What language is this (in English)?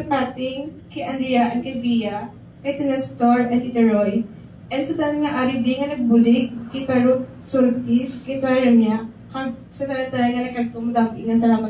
Hiligaynon